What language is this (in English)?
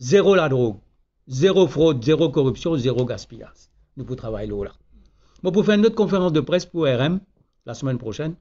Morisyen